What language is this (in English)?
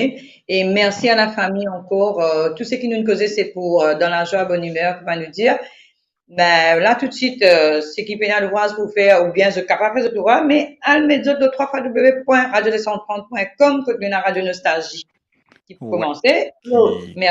Morisyen